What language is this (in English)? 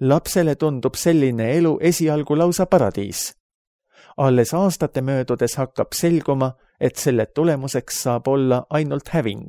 Estonian